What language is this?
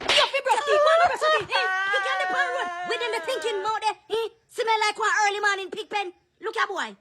Jamaican Creole English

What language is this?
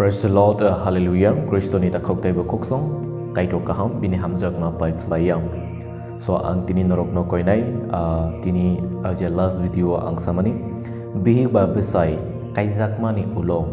Kok Borok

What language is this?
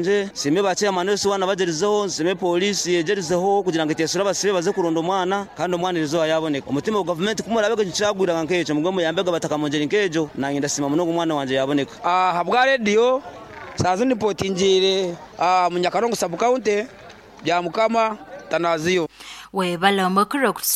Nyoro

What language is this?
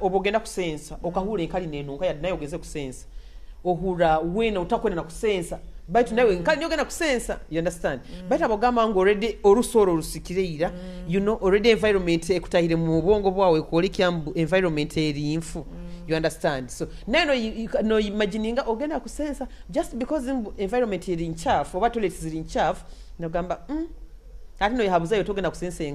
Nyoro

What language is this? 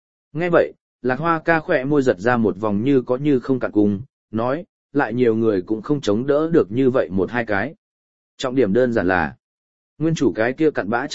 Vietnamese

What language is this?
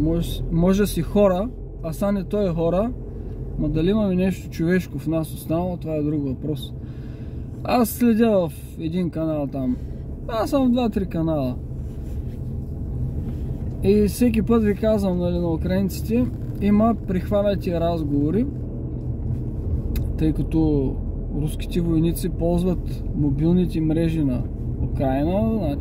Bulgarian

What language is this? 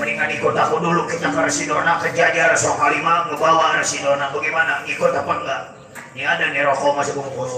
Betawi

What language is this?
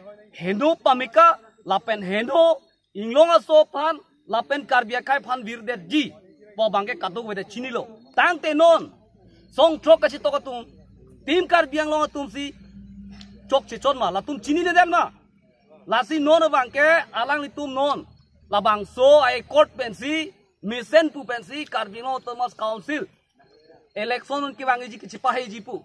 Karbi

